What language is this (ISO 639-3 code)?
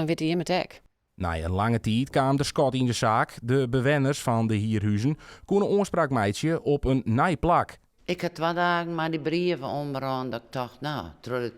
fry